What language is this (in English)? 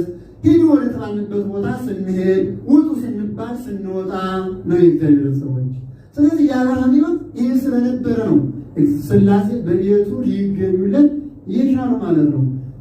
Amharic